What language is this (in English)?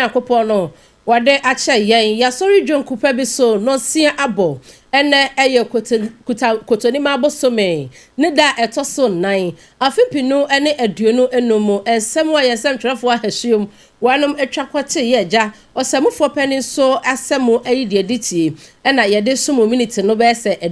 Akan